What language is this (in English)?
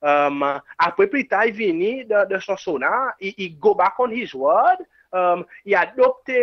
Seselwa Creole French